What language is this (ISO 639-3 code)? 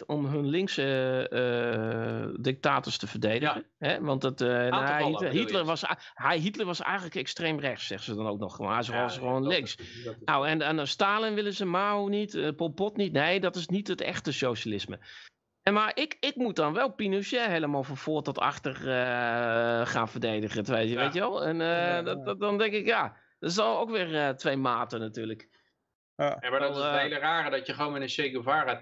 nld